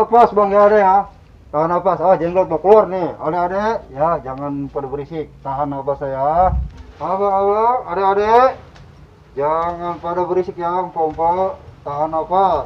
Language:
Betawi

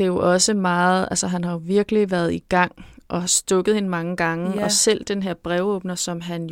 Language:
Danish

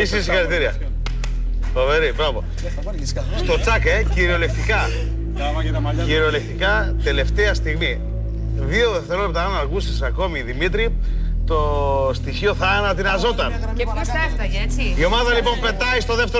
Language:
Greek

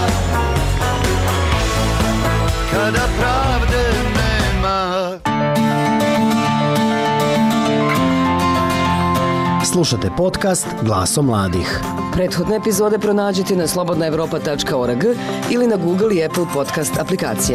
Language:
Bosnian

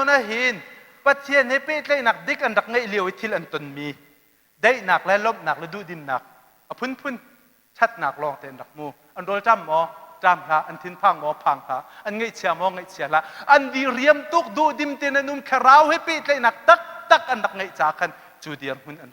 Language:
Hakha Chin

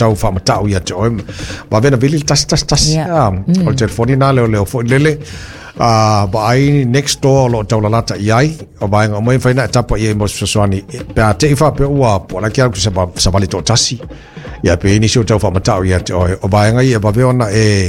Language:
Samoan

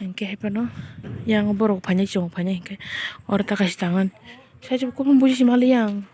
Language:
Kok Borok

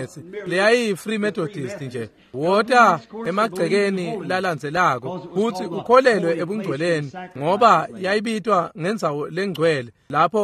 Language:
Swati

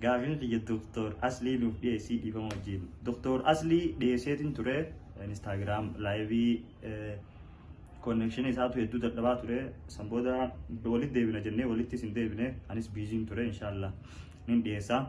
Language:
Oromo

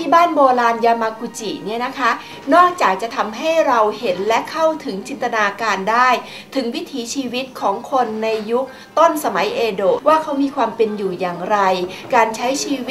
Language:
Thai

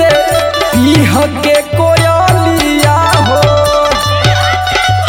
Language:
Bhojpuri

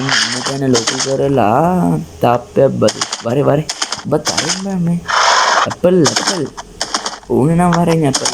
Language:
Sinhala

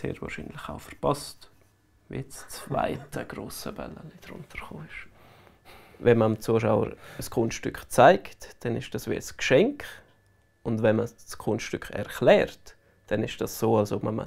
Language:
Romansh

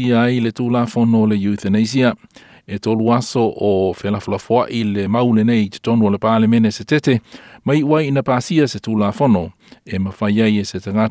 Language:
Samoan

